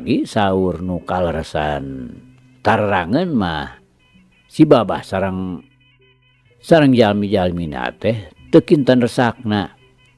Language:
Sundanese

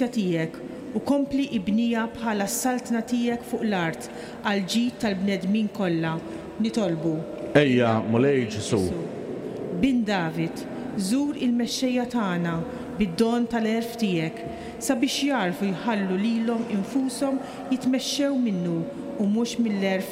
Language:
Maltese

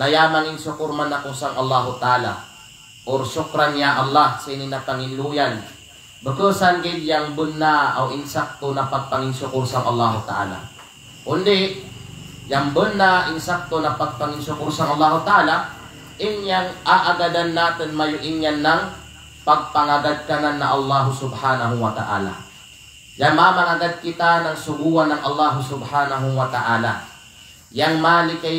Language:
Kalagan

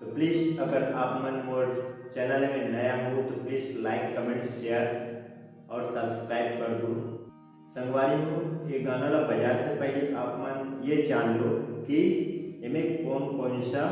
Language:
Chhattisgarhi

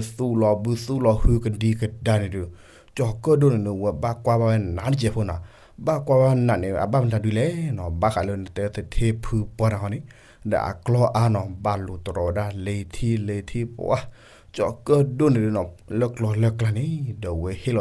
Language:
S'gaw Karen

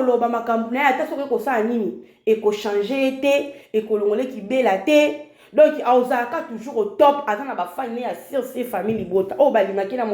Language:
Lingala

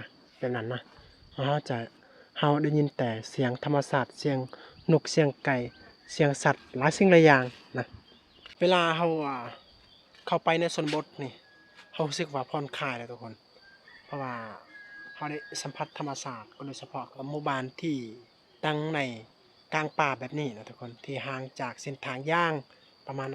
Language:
Lao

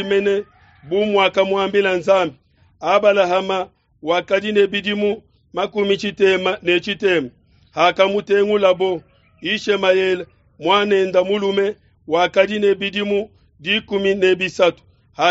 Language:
Luba-Lulua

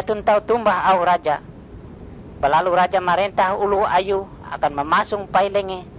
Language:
Ngaju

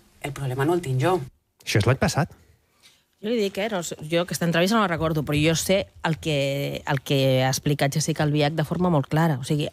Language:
Catalan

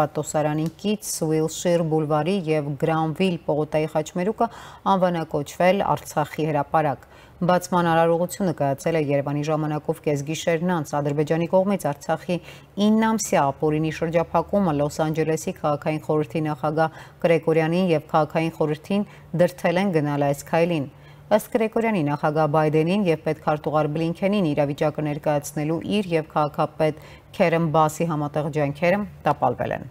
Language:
Armenian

